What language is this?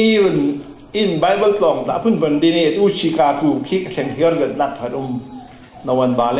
Falam Chin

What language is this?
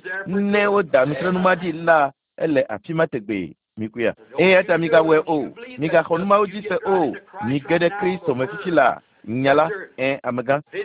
Ewe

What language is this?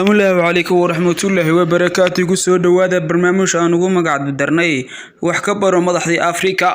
Somali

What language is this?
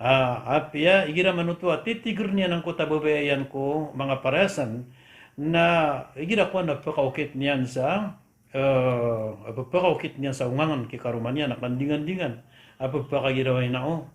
Maranao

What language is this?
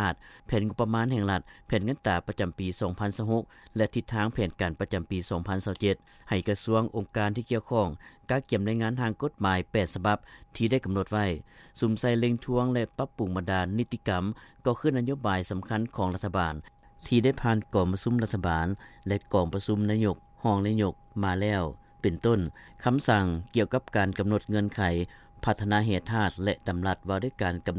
Lao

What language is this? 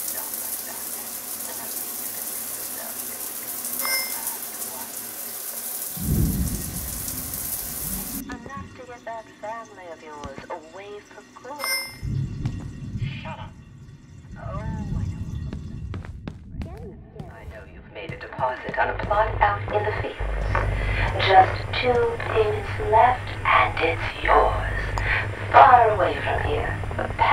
English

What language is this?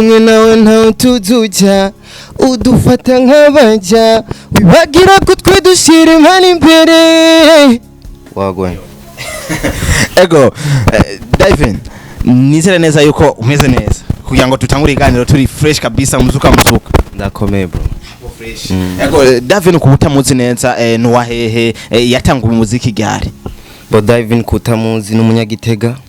Rundi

